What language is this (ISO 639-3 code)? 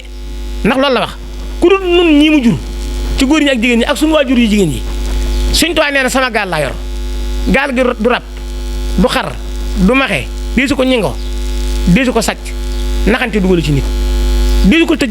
wol